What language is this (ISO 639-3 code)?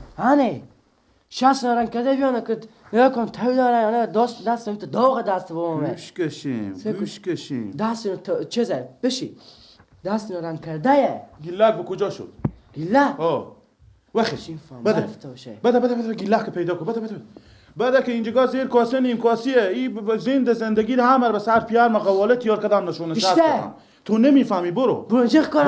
fas